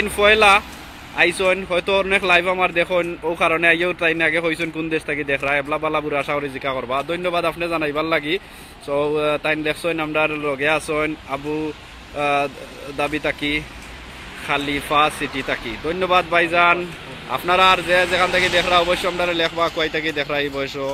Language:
Sylheti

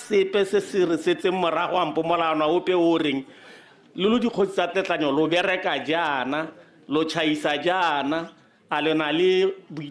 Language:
Tswana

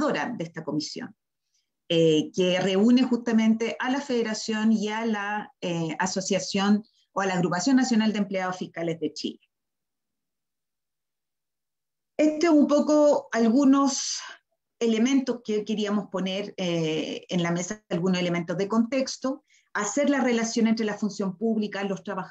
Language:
Spanish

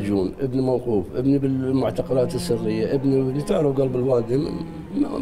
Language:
Mesopotamian Arabic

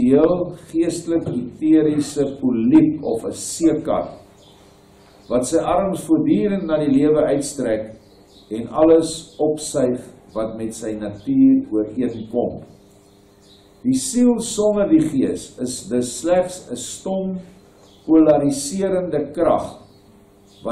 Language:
Afrikaans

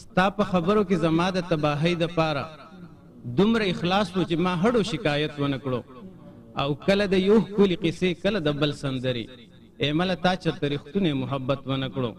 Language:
Pashto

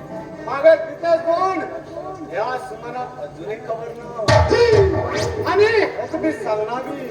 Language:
Konkani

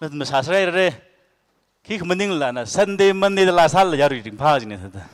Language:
Tangkhul Naga (India)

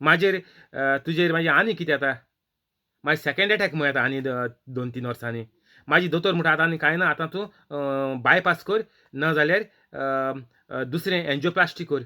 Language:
Konkani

